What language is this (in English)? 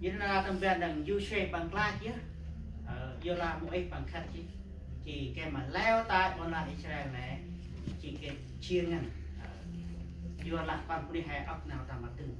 Central Mnong